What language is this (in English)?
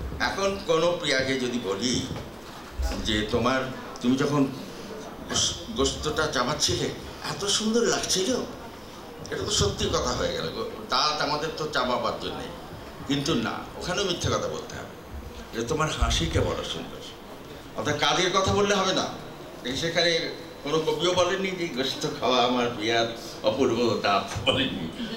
Bangla